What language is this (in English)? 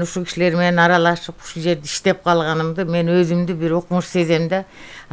Kyrgyz